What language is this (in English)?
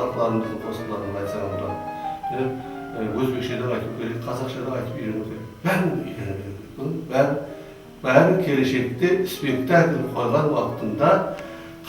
Kara-Kalpak